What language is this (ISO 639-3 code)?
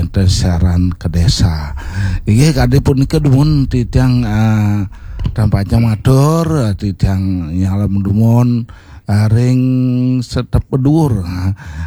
ban